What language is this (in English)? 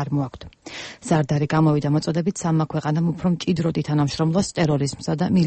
Georgian